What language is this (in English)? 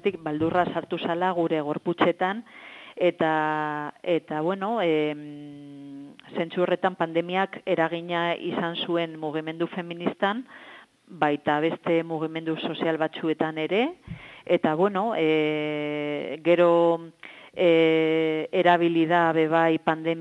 Basque